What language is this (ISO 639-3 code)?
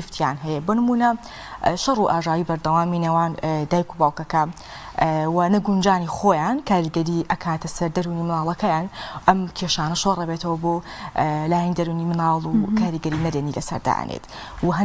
ckb